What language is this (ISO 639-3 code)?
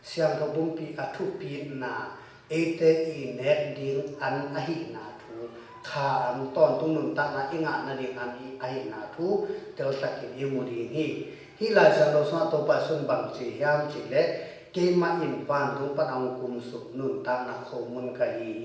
ctd